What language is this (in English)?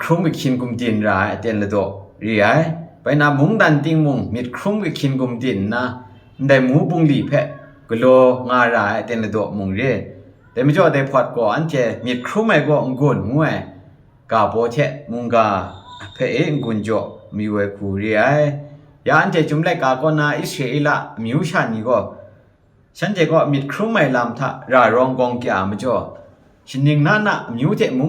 Kachin